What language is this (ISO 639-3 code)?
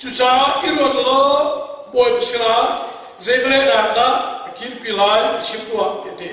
cnh